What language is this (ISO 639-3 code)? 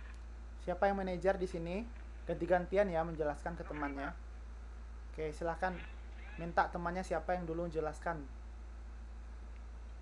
ind